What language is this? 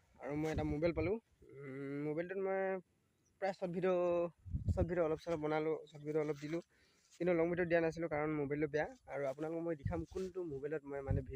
Assamese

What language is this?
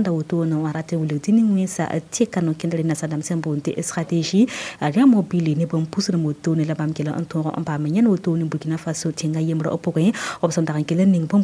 Mossi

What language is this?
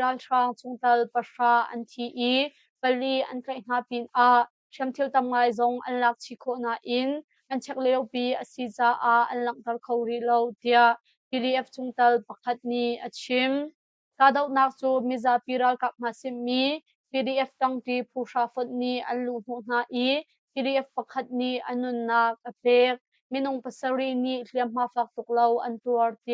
Hakha Chin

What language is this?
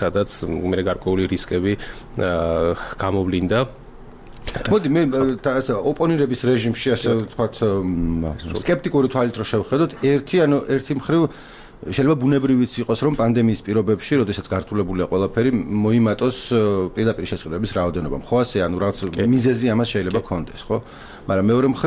Georgian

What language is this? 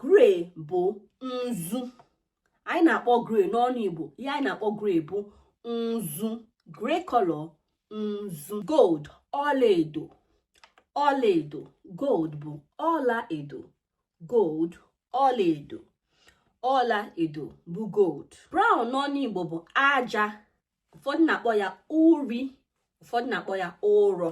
Igbo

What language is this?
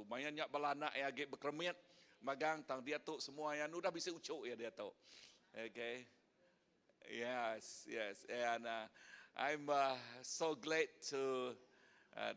Iban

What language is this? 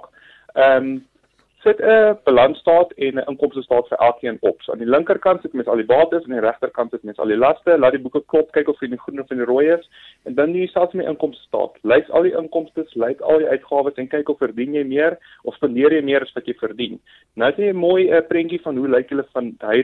Afrikaans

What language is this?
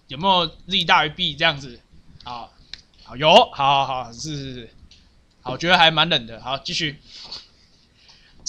Chinese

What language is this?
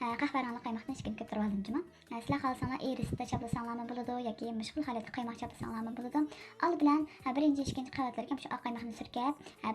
Uyghur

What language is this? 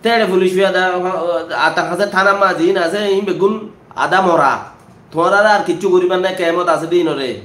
Rohingya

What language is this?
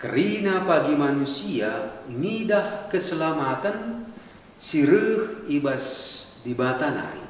Batak Karo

